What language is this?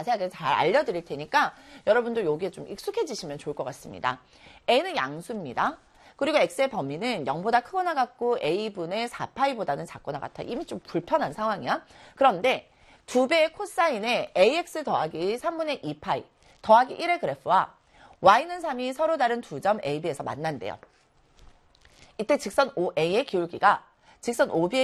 Korean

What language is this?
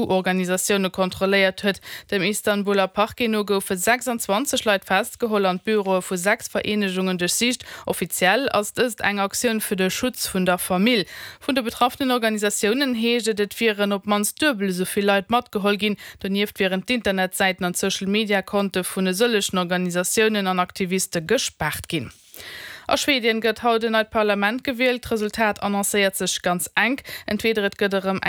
Luxembourgish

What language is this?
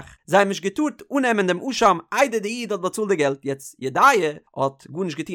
Yiddish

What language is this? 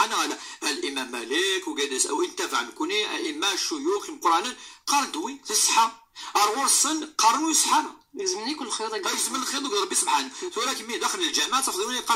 Moroccan Arabic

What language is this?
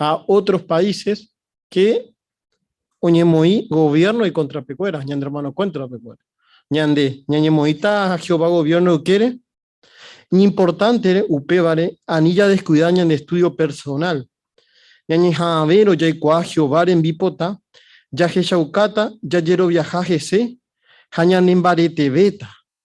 Guarani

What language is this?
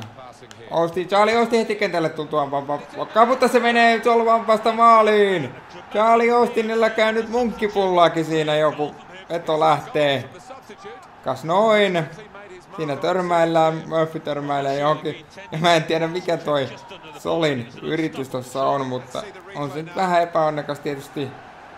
Finnish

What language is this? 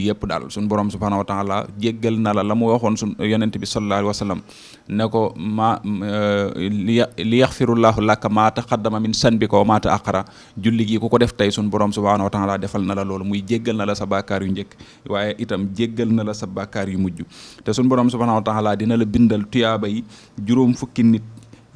Wolof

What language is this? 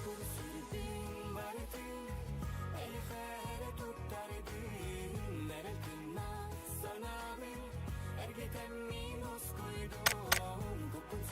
Yakut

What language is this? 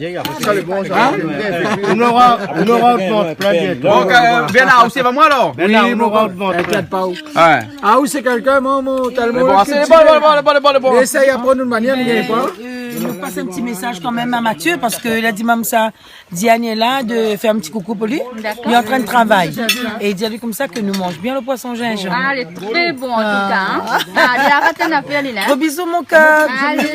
Réunion Creole French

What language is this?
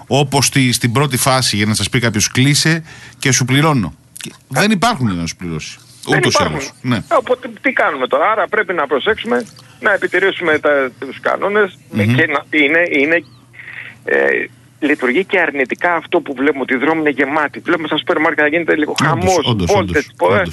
Greek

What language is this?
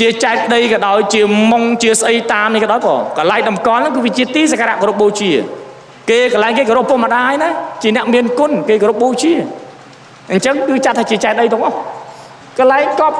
Khmer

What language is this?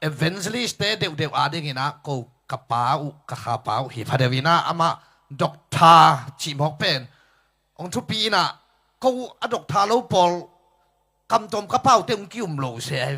Tedim Chin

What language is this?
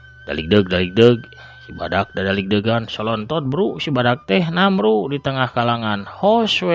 Sundanese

